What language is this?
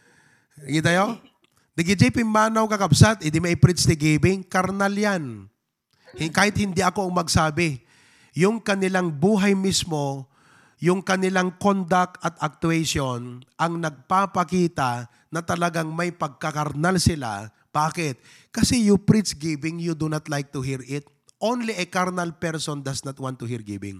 Iloko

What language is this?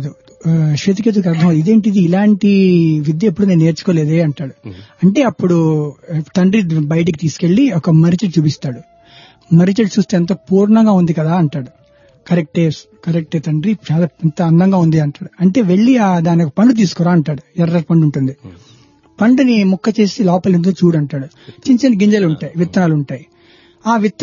Telugu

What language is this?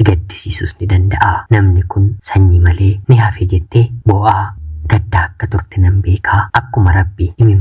Oromo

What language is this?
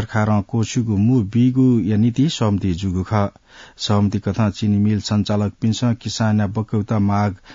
Newari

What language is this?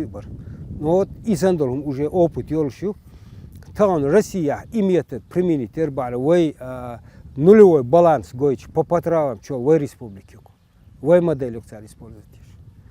Chechen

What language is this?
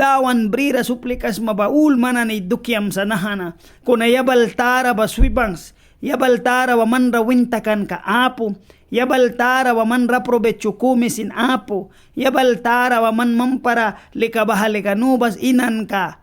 Mískito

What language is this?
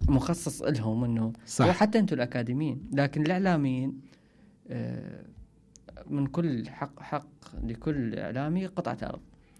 Mesopotamian Arabic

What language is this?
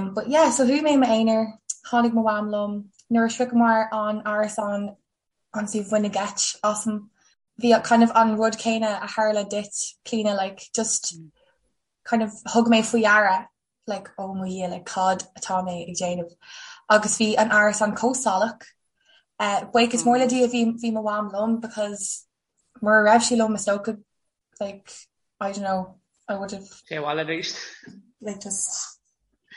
Irish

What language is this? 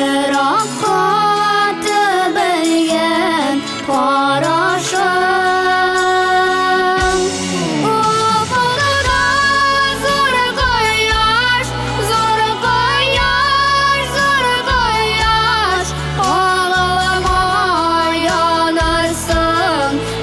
Tatar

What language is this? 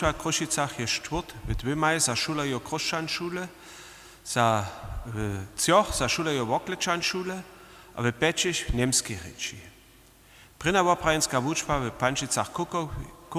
Upper Sorbian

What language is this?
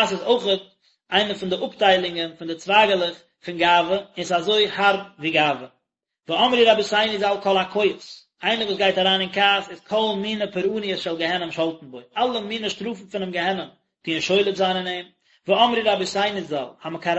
Yiddish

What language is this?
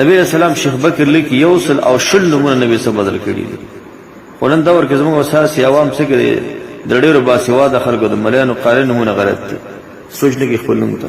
Pashto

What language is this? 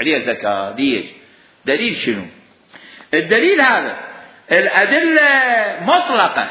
Mesopotamian Arabic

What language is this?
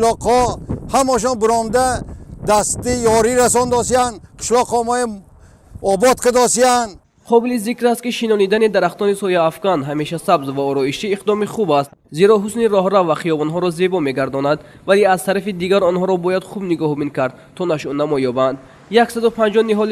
Tajik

